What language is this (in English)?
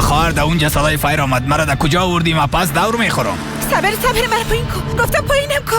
Persian